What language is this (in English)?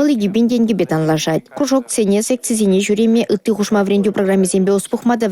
Chuvash